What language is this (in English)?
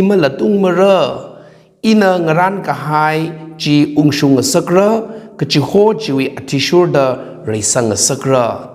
Tangkhul Naga (India)